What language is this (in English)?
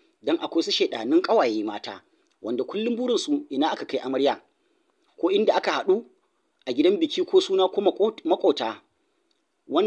Hausa